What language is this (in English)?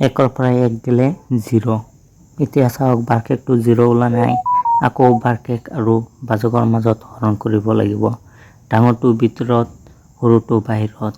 Assamese